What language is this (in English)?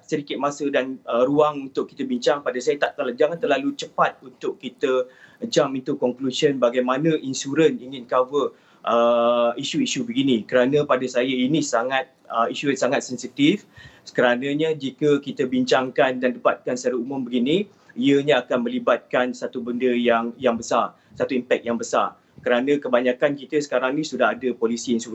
Malay